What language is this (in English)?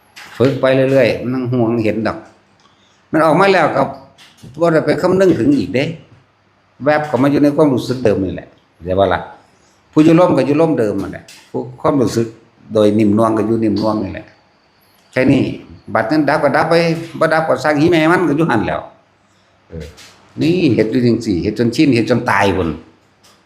Northeastern Thai